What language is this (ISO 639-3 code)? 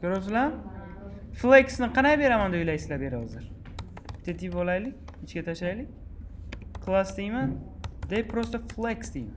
uzb